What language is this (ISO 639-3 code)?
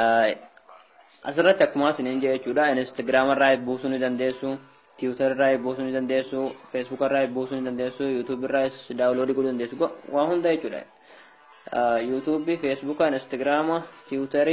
orm